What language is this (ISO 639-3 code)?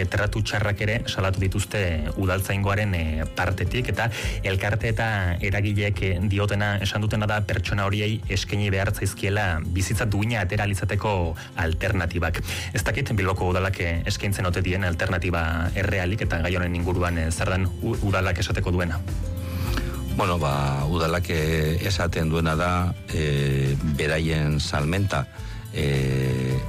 eus